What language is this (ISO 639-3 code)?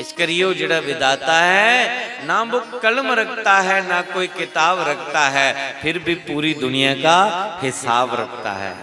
doi